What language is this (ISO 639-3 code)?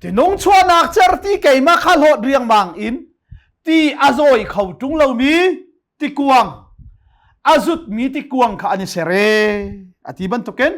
cnh